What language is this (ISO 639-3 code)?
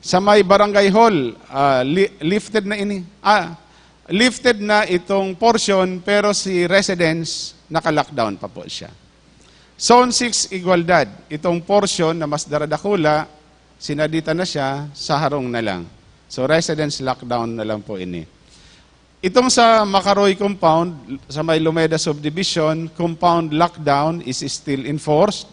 bik